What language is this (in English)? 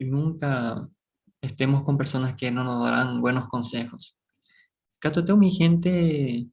Guarani